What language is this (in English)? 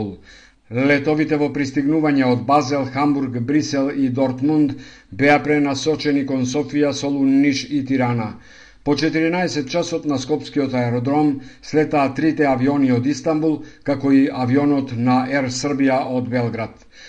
Macedonian